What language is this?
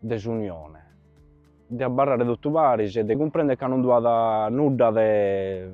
Sardinian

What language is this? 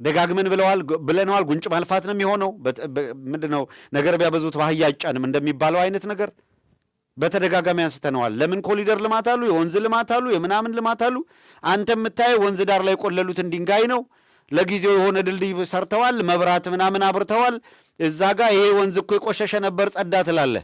Amharic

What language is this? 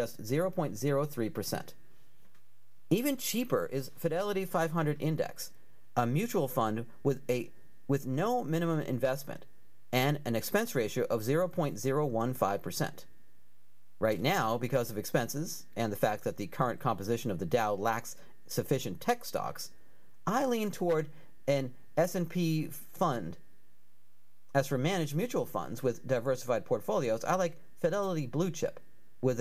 English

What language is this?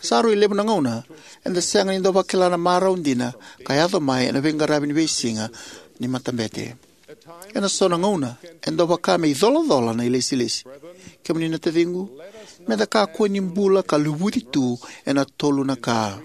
Fijian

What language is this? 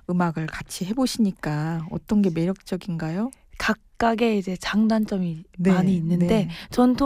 Korean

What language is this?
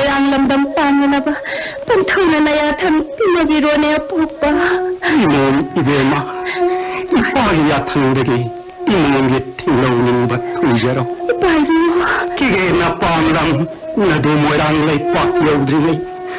Manipuri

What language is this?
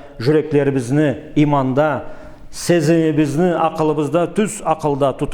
Karachay-Balkar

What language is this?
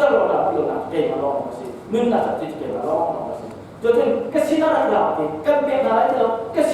Hakha Chin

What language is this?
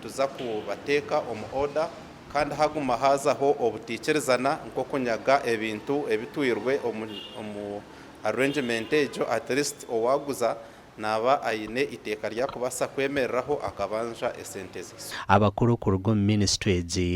Nyankole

